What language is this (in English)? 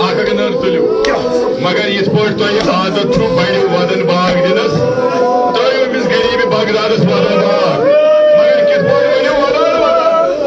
Kashmiri